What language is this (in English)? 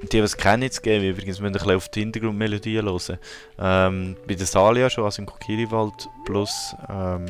Swiss German